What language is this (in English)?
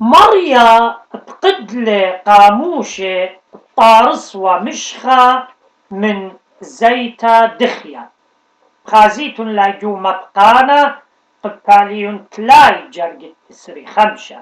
Assyrian Neo-Aramaic